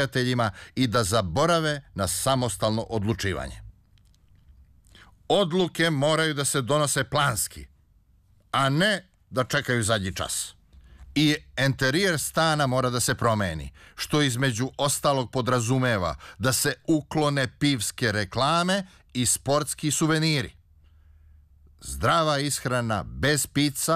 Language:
Serbian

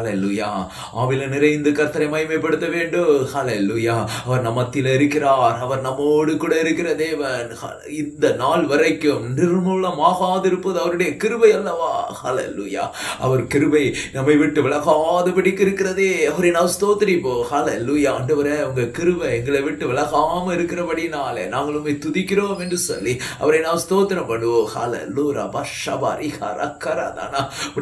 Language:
Tamil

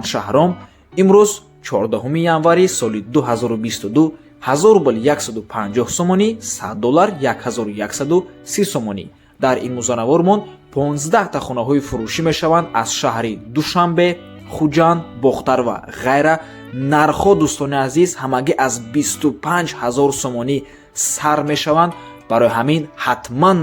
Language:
Tajik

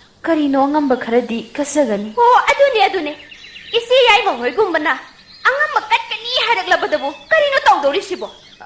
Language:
Manipuri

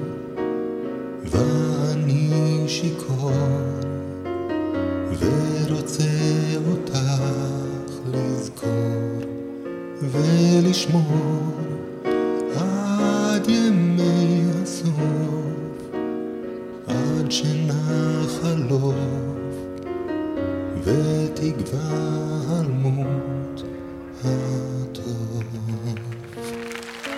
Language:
Hebrew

